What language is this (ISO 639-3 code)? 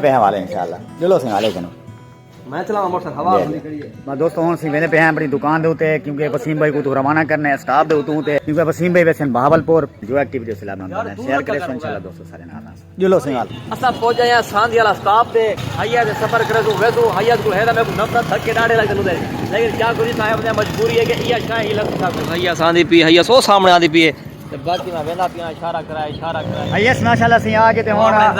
skr